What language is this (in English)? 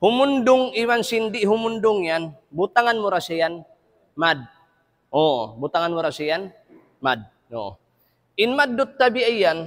Tausug